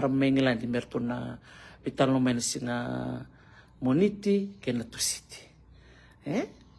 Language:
Fijian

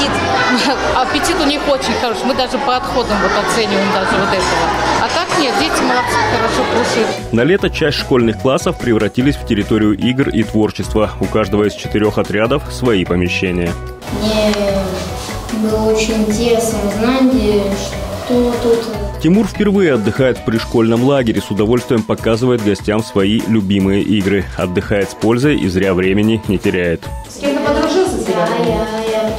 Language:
Russian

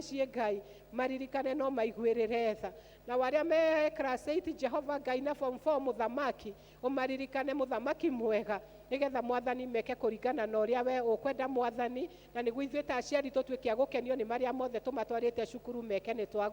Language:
Kikuyu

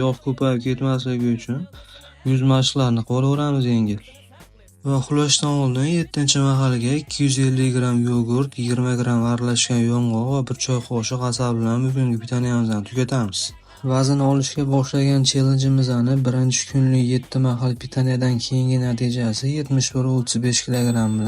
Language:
Uzbek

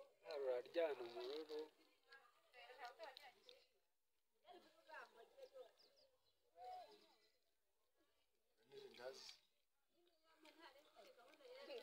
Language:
Kinyarwanda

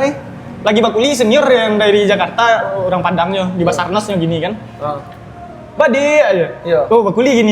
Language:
Minangkabau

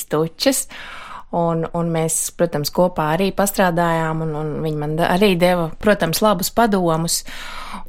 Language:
Latvian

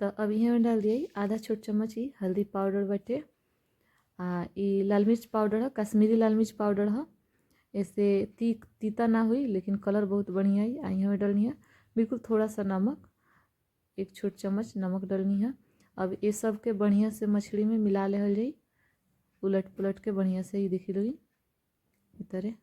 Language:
Bhojpuri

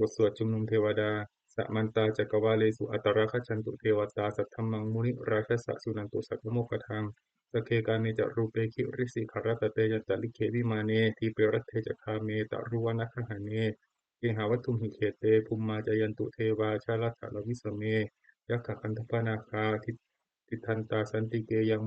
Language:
Pali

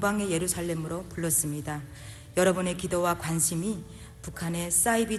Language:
Korean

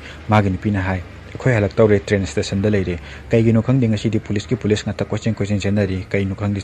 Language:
Manipuri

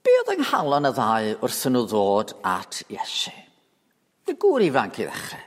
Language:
Welsh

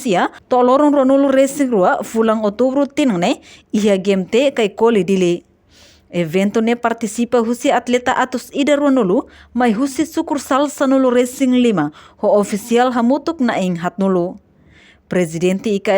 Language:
Tetum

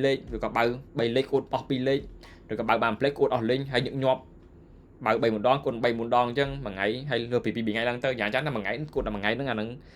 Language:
Khmer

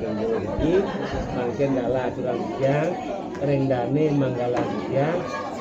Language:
Balinese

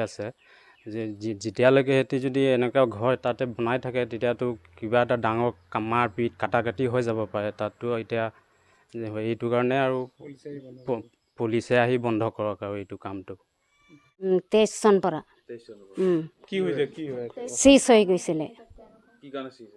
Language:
Assamese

